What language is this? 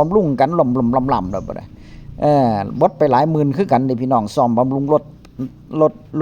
Northeastern Thai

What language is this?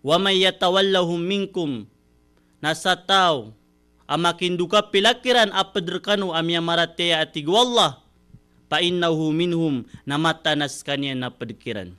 Maranao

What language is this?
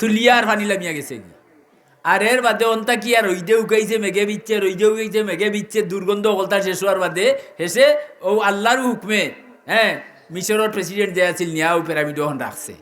Sylheti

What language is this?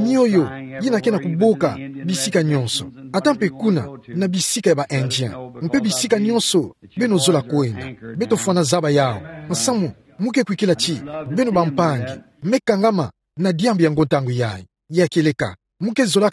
Kituba (Democratic Republic of Congo)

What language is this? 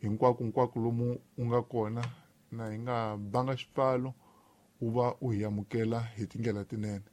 Tsonga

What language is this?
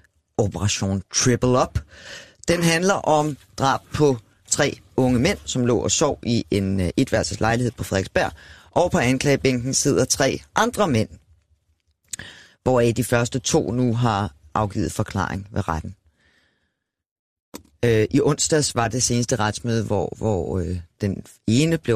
Danish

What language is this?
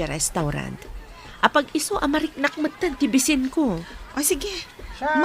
Iloko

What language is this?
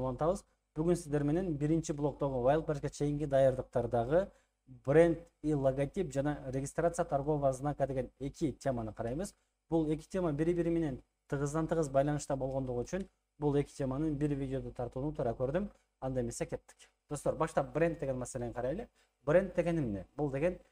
Kyrgyz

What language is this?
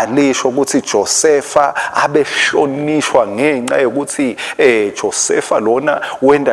Swati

